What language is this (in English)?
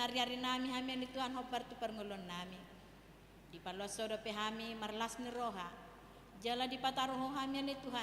Batak Toba